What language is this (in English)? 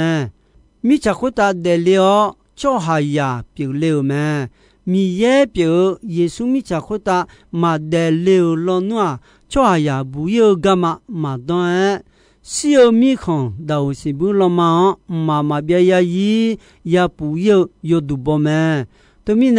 Akha